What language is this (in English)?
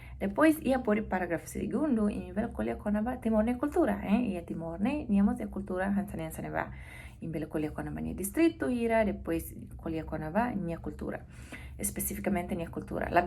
Tetum